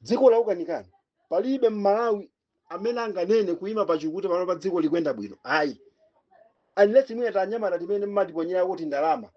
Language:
Nyanja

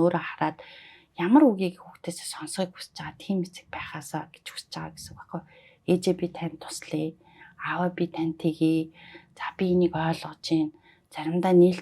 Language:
Mongolian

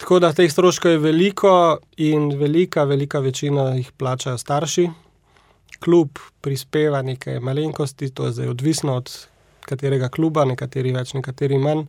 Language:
Slovenian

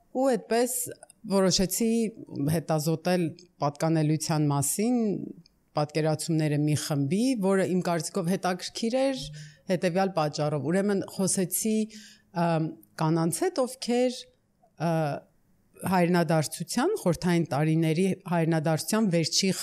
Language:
Armenian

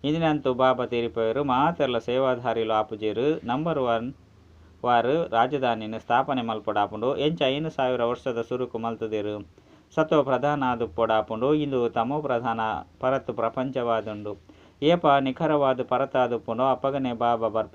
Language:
Tulu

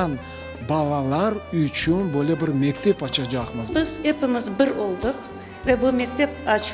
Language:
Crimean Tatar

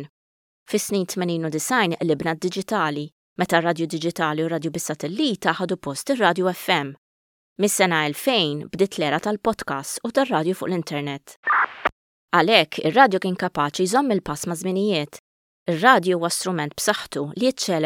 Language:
Maltese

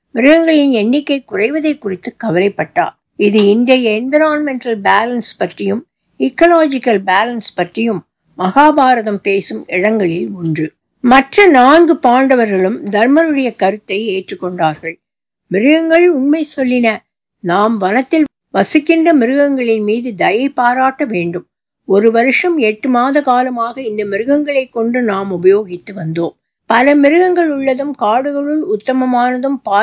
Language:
Tamil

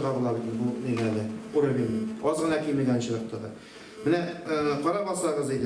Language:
Tatar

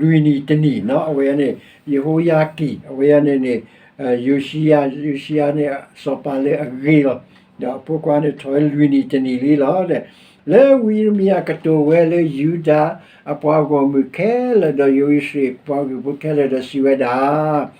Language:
S'gaw Karen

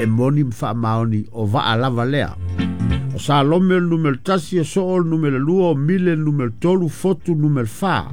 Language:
Samoan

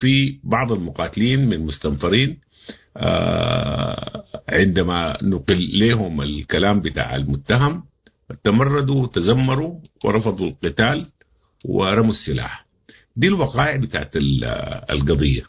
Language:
Sudanese Arabic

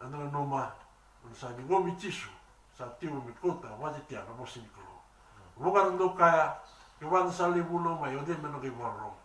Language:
Fijian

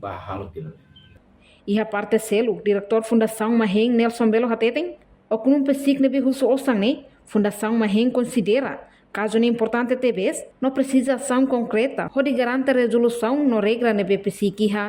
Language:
Tetum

